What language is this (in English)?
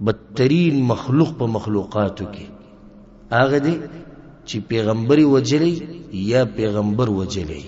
Pashto